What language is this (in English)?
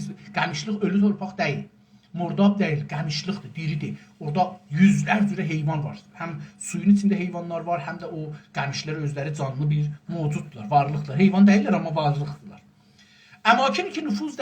South Azerbaijani